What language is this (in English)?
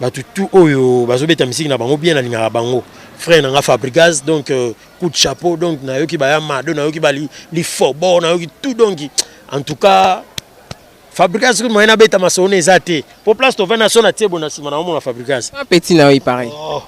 Lingala